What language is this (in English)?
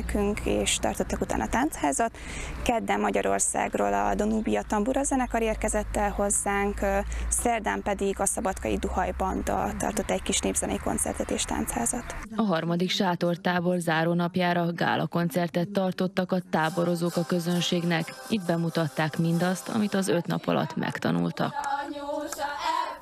Hungarian